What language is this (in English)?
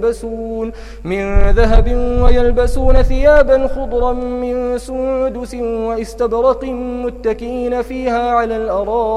Arabic